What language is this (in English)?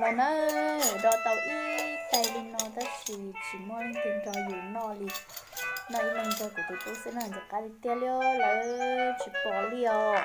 Hmong